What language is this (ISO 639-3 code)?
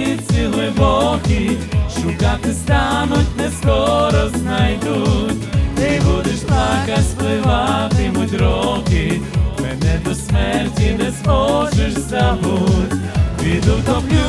ukr